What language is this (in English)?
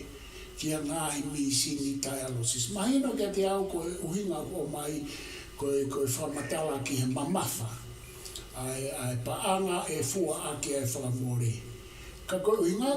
Tongan